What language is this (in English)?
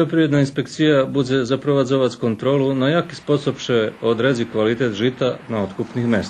Rusyn